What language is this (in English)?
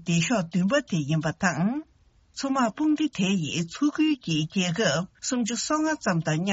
Tibetan